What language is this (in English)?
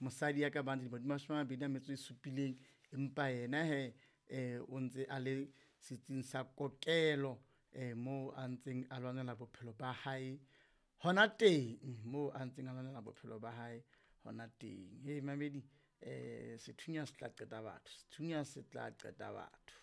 Southern Sotho